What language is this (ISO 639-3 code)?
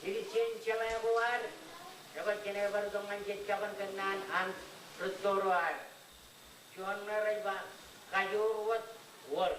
mah